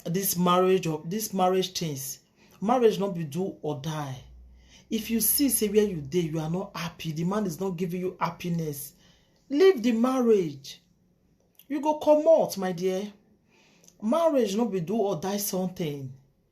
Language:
Nigerian Pidgin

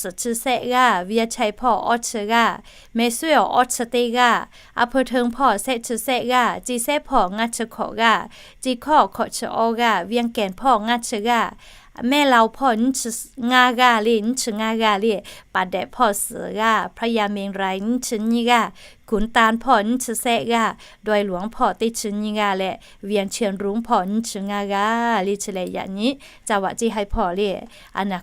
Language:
Lahu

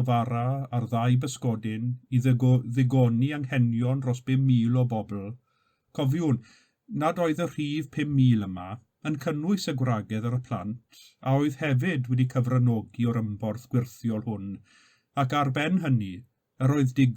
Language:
Welsh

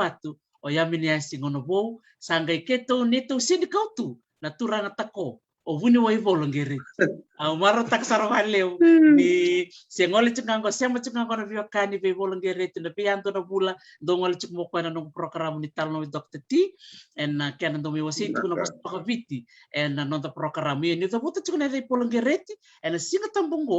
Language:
Fijian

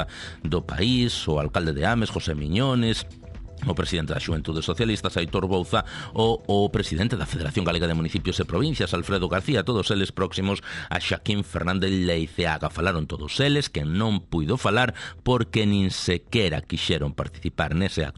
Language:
Galician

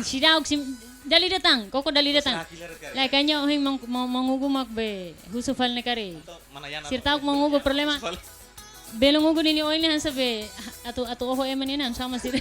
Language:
Tetum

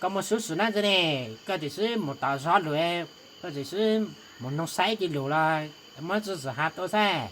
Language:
Hmong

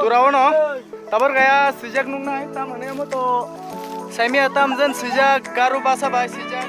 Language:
Kok Borok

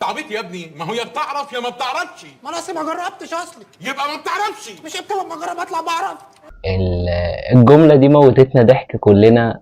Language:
Egyptian Arabic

